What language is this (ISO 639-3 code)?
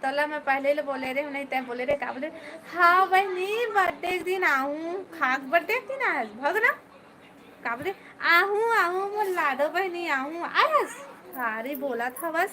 hne